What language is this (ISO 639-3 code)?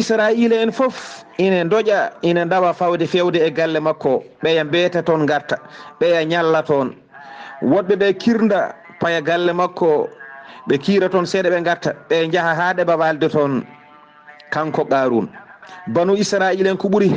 ful